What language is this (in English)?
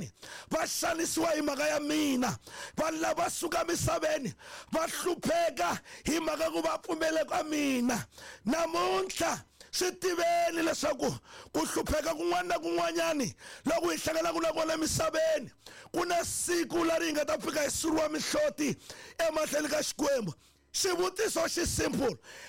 Tsonga